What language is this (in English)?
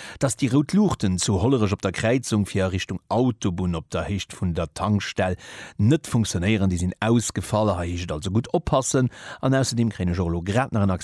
Luxembourgish